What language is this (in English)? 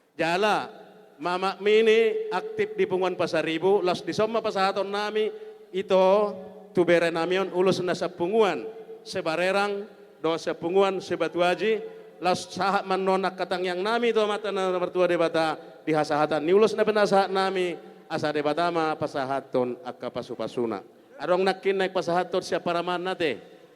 Batak Toba